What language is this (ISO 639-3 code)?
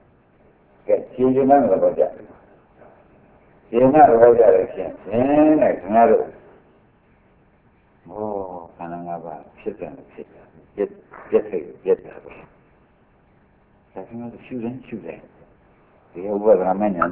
mya